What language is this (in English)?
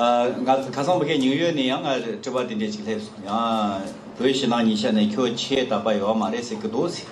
Tibetan